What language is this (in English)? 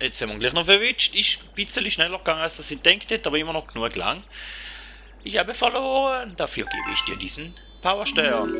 Swiss German